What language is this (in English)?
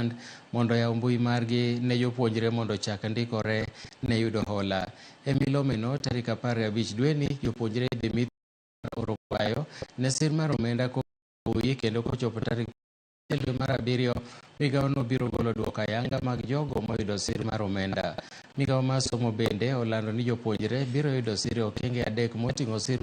Luo (Kenya and Tanzania)